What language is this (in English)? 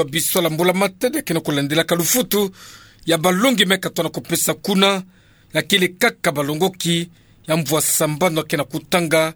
Kituba (Democratic Republic of Congo)